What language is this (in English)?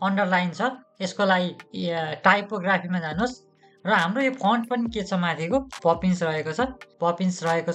Nepali